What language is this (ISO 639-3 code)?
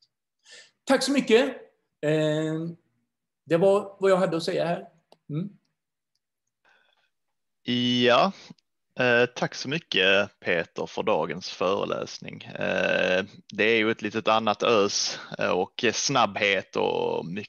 swe